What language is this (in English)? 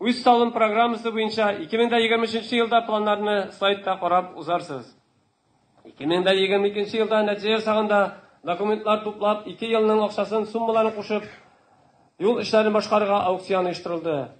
Tatar